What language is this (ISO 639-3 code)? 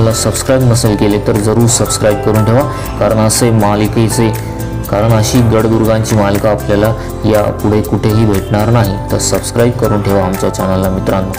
mar